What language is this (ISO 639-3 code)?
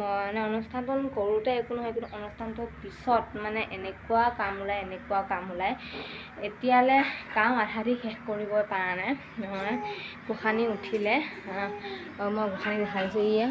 asm